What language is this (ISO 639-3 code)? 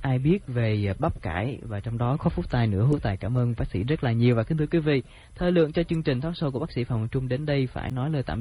vie